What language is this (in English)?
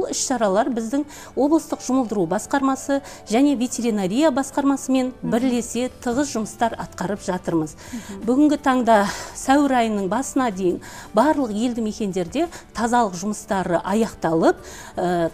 Kazakh